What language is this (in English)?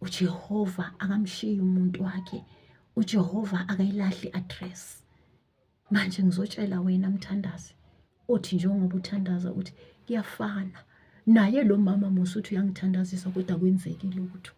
Zulu